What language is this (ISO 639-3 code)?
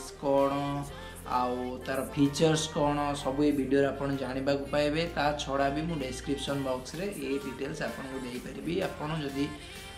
ori